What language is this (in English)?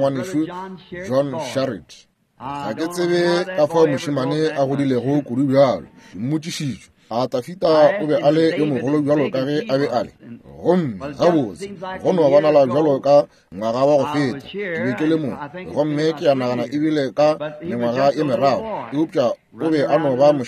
Northern Sotho